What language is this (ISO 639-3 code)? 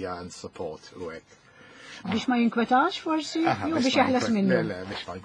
mlt